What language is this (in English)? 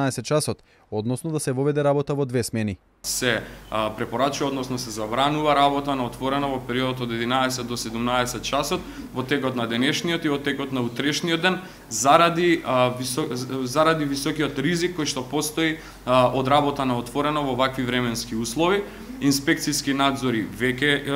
Macedonian